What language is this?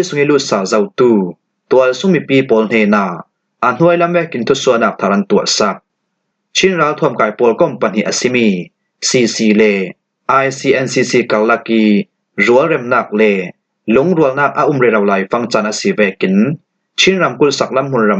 Falam Chin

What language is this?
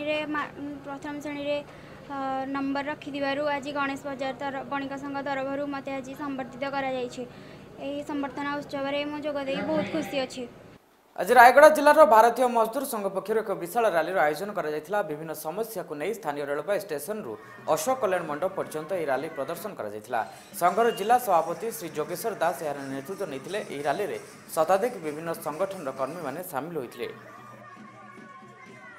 Odia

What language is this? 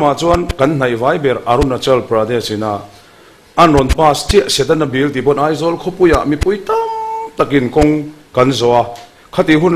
Mizo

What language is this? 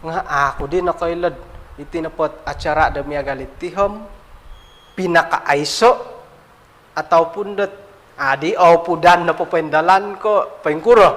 Central Dusun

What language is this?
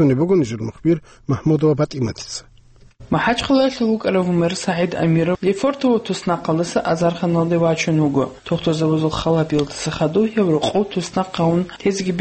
Avaric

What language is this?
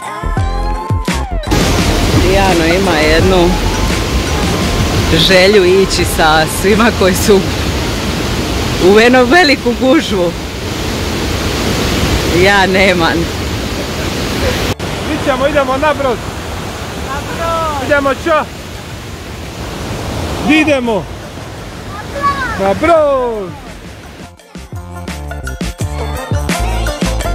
Croatian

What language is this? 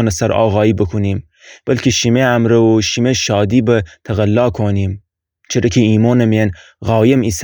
Gilaki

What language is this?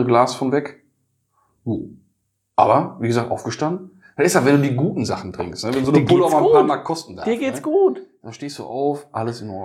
German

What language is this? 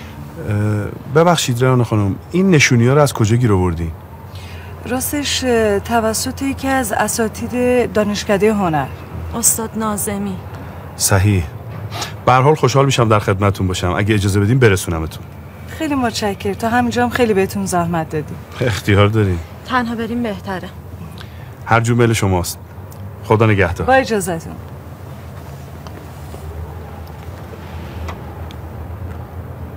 Persian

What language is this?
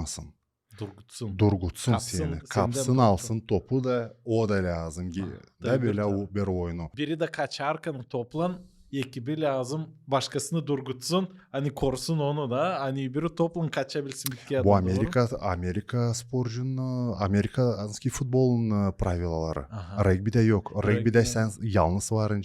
Gagauz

